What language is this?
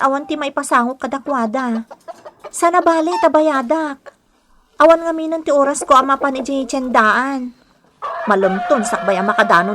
Iloko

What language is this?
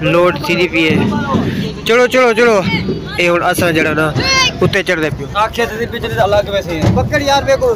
Saraiki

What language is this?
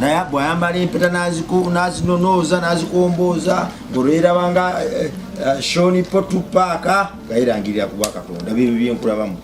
Ganda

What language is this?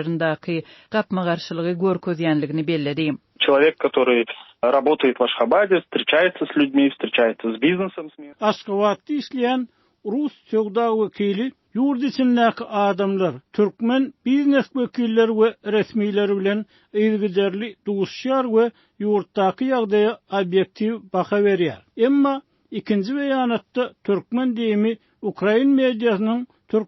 Turkmen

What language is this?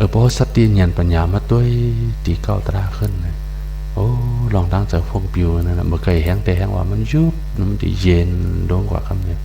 Shan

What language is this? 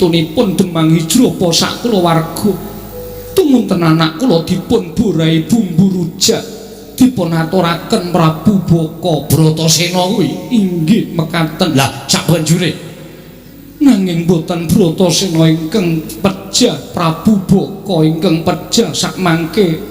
Javanese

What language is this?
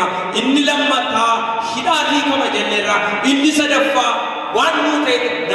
Oromo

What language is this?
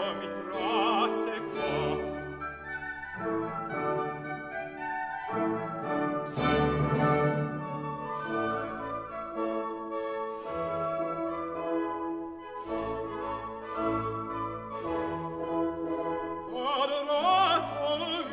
Italian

